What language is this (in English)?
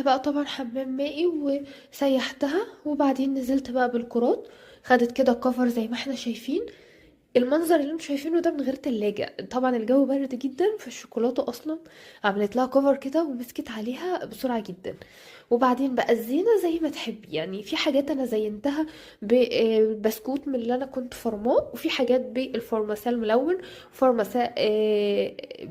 Egyptian Arabic